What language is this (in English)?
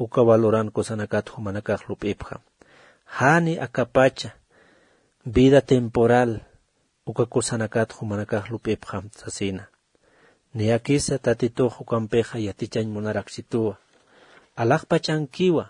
Aymara